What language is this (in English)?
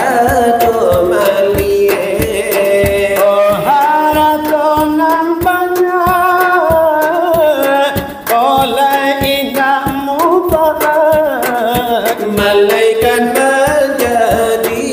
Minangkabau